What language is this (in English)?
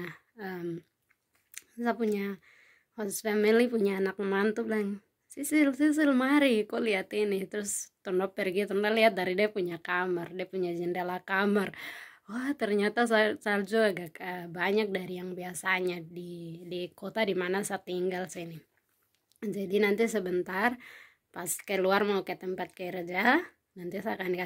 Indonesian